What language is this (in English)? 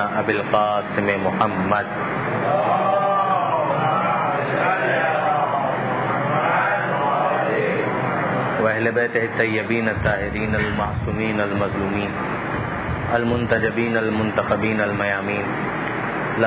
Urdu